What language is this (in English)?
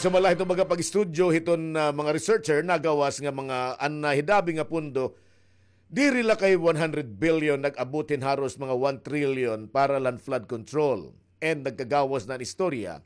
Waray